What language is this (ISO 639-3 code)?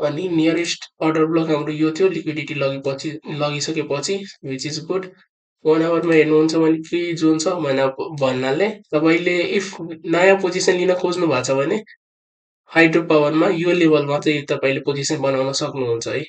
nep